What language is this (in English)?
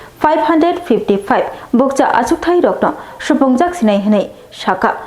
Kok Borok